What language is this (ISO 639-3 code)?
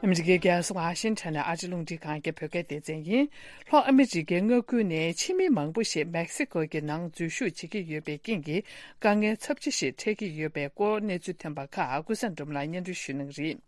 bod